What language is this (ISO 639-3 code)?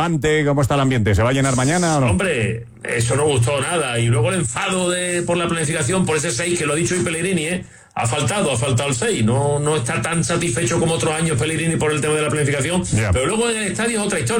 spa